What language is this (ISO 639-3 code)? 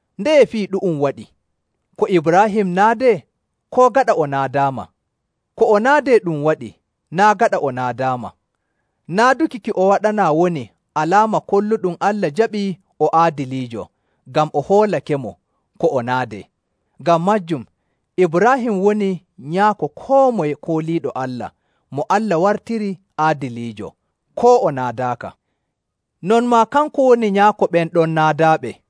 fuv